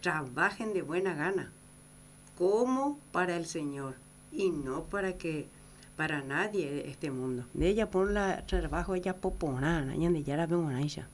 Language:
Guarani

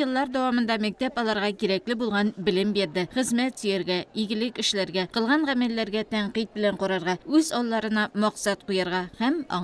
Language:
Tatar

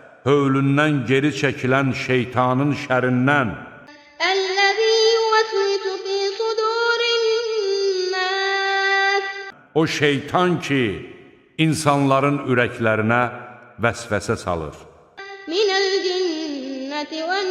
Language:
Azerbaijani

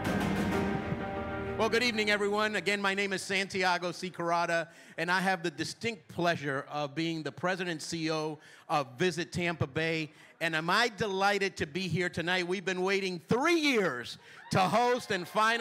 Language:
English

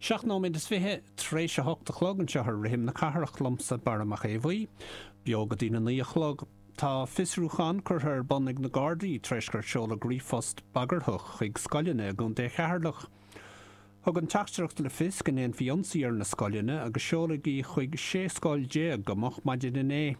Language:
Irish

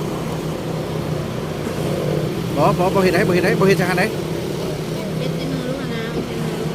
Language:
Lao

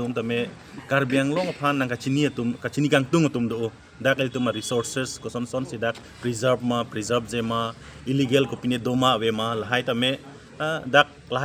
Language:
Karbi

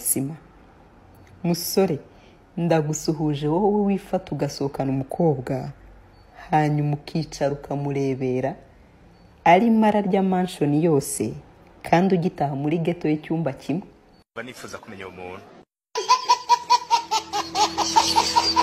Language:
Kinyarwanda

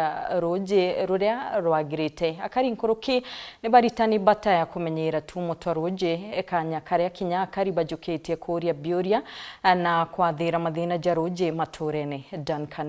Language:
Meru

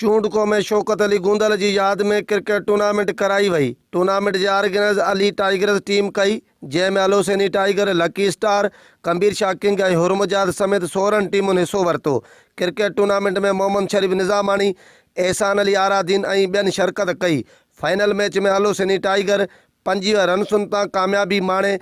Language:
Sindhi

